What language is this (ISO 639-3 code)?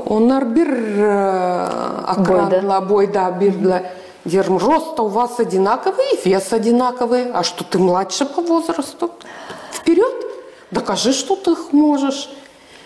gag